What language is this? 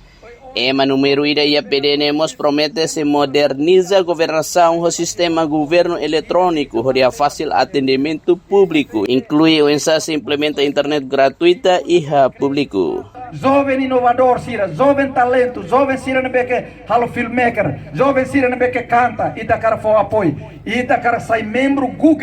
Tetum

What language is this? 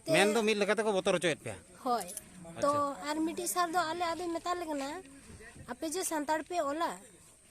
Santali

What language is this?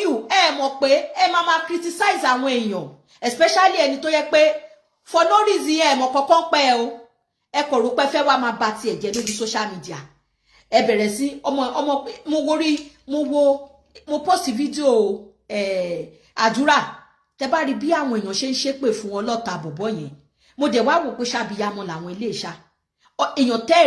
Yoruba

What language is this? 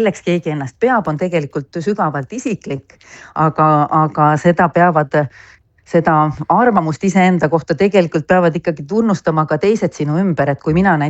Estonian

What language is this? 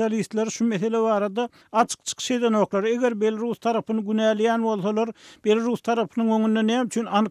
Turkmen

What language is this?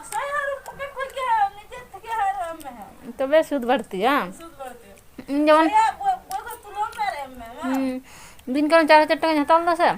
Santali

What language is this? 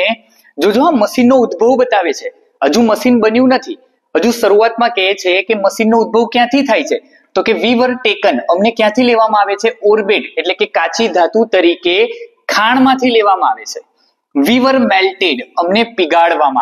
Gujarati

